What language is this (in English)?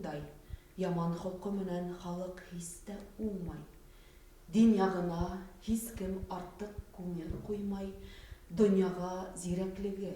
Bashkir